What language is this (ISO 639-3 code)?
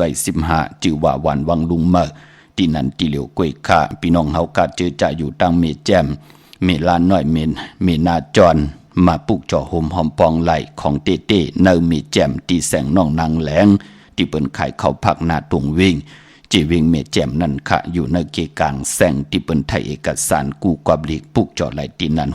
shn